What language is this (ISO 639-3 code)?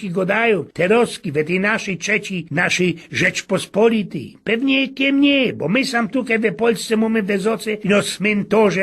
szl